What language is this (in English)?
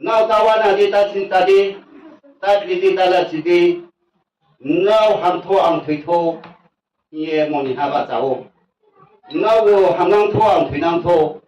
Riang (India)